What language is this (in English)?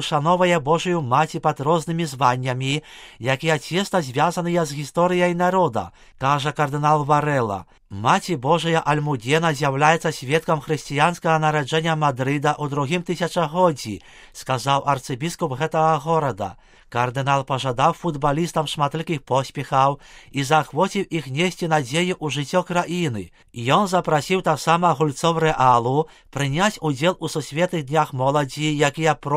Belarusian